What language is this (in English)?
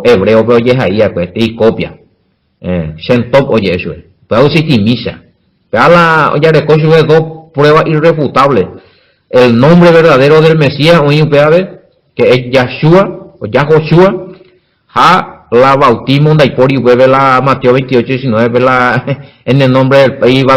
Guarani